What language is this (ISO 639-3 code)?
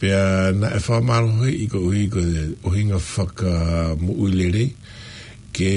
ton